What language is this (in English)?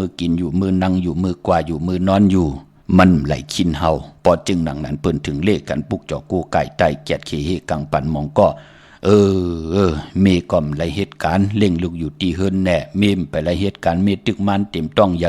Shan